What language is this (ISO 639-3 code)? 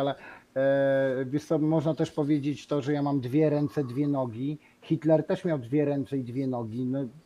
pol